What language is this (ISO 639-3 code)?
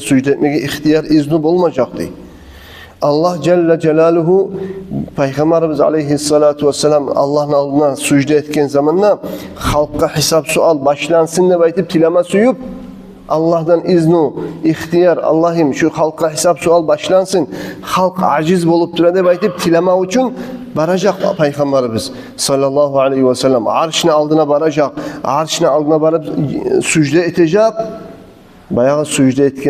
kum